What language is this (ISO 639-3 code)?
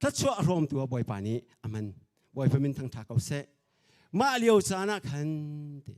cnh